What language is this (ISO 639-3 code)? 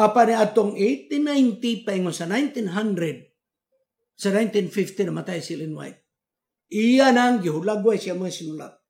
ceb